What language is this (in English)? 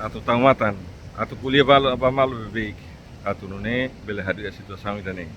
Tetum